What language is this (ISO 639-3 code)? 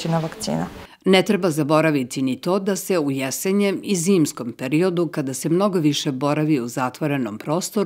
srp